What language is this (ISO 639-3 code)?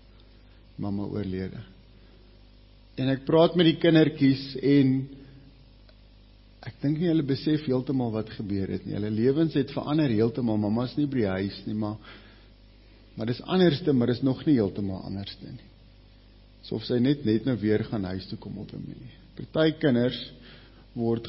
afr